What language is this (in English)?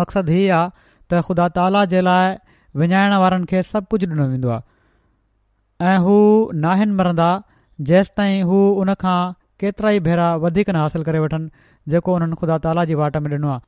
Sindhi